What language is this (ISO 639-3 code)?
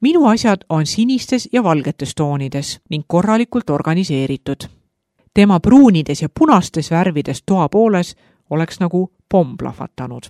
est